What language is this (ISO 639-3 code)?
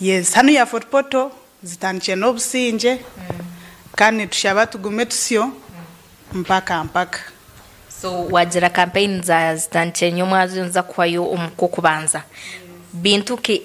nyn